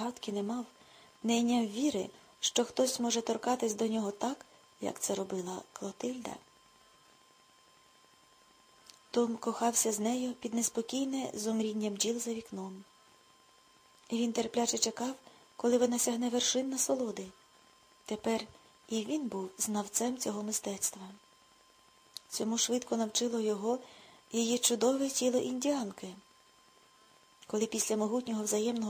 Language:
Ukrainian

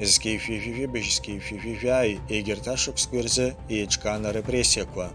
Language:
Abkhazian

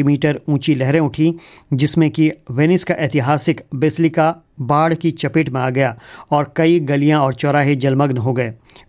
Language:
Hindi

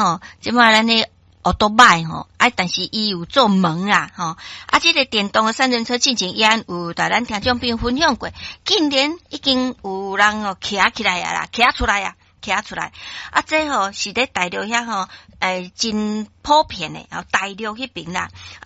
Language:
Min Nan Chinese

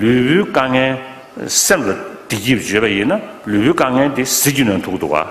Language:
Tibetan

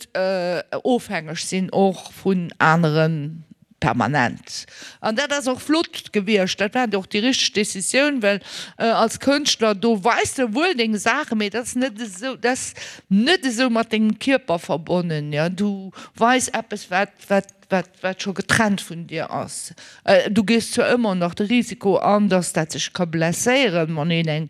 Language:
Luxembourgish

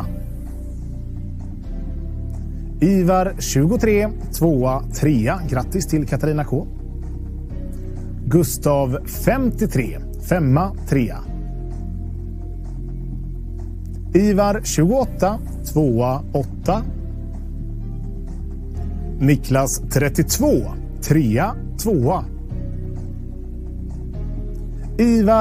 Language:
Swedish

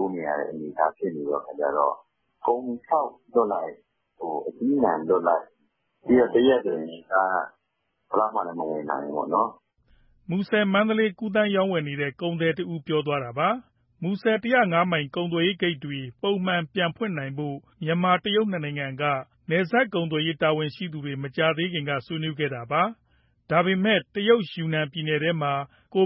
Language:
Burmese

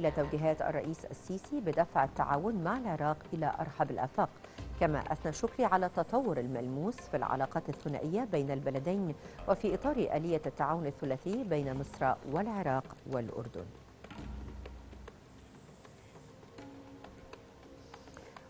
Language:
Arabic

